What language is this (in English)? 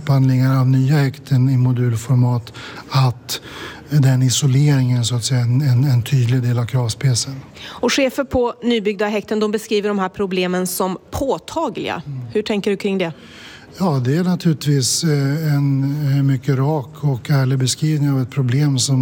Swedish